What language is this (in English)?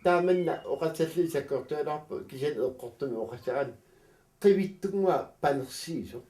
Kalaallisut